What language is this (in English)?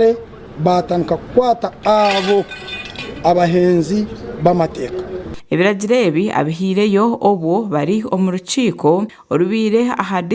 Nyankole